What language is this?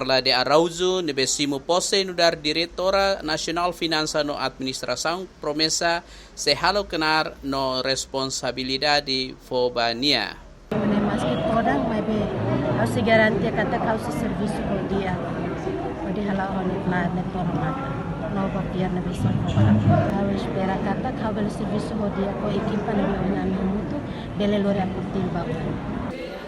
Tetum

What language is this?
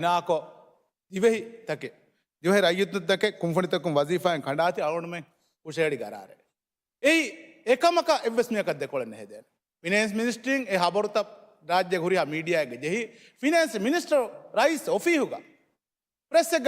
Divehi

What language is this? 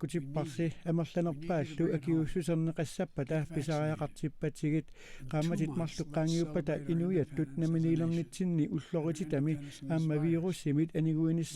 Kalaallisut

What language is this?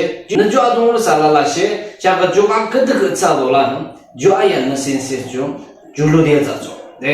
Yimchungru Naga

